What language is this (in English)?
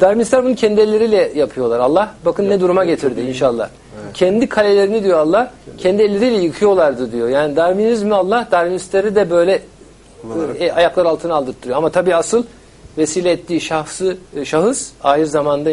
Turkish